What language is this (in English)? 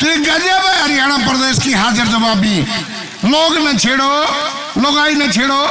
Haryanvi